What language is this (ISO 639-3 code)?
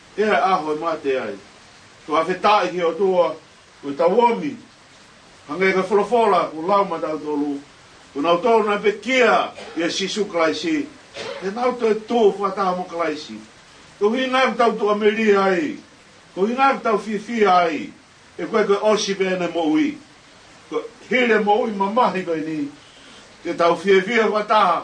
ton